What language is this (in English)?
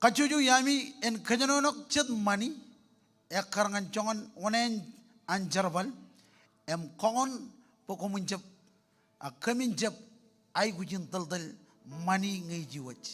Marshallese